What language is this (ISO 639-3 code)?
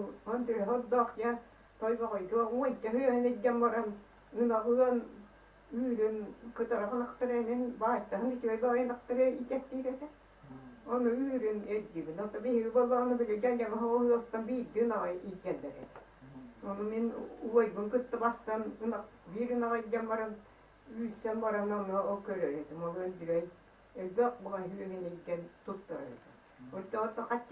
sah